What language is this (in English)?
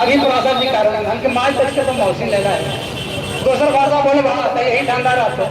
Magahi